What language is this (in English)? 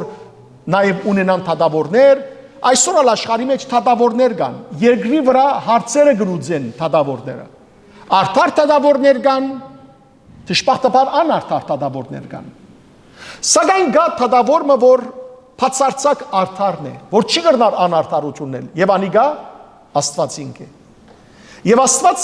Western Armenian